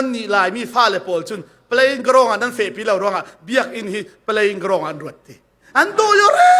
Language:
Falam Chin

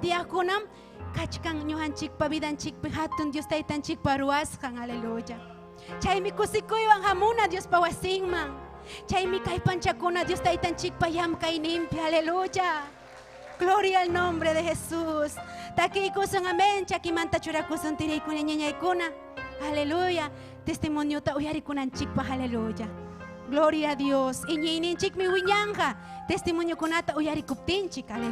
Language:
Ayacucho Quechua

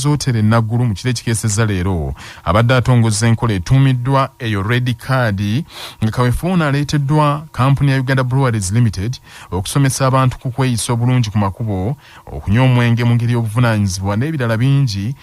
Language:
Ganda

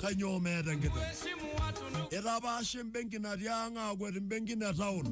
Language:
Masai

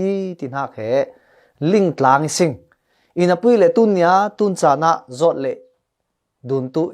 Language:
Falam Chin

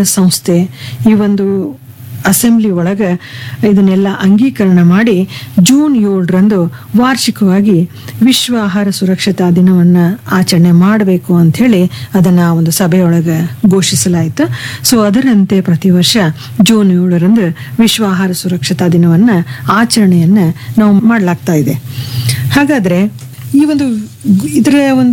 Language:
Kannada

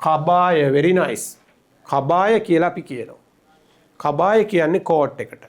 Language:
Sinhala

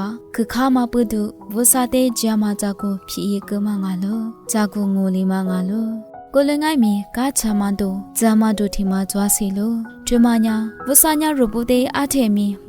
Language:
Lisu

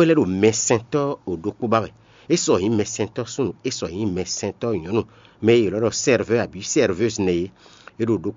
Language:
Fon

